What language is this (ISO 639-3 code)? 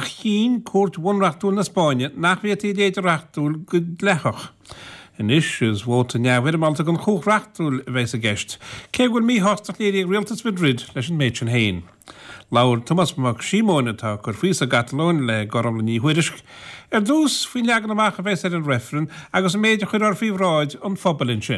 gle